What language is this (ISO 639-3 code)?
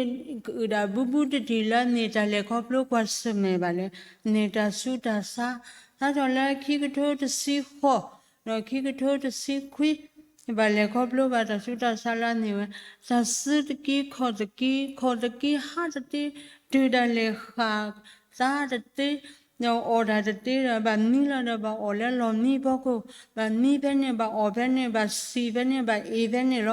ksw